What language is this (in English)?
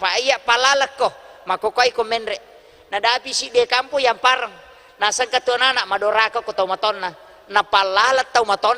Buginese